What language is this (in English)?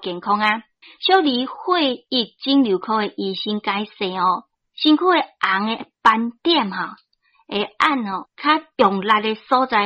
Min Nan Chinese